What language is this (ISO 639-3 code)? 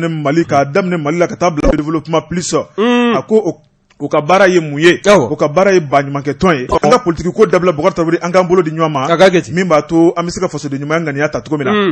bam